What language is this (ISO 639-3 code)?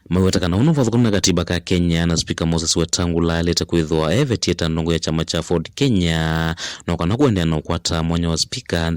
kam